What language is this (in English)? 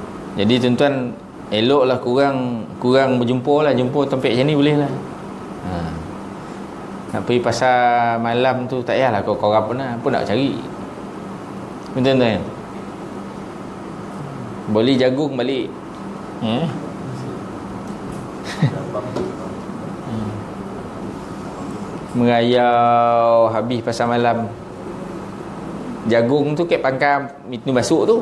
Malay